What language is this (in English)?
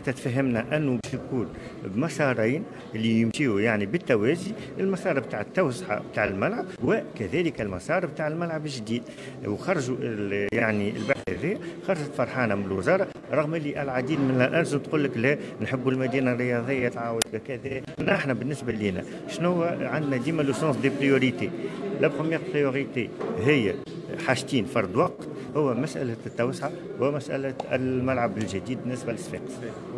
Tunisian Arabic